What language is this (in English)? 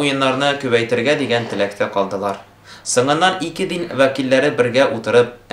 Tatar